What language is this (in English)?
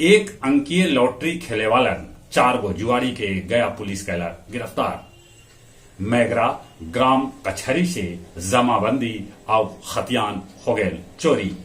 Magahi